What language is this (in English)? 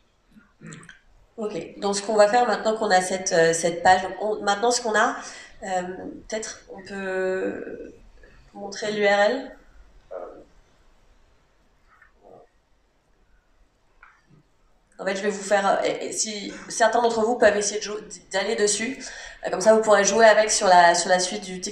French